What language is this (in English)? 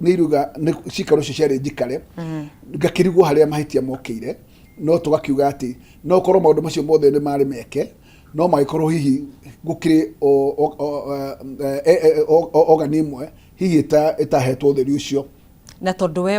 Kikuyu